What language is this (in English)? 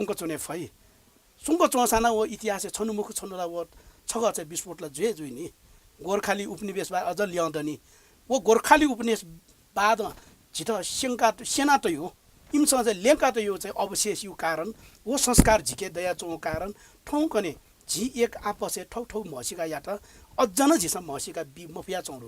Newari